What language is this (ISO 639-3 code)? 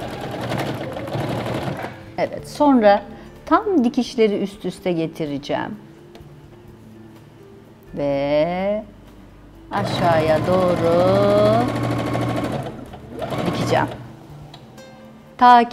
tur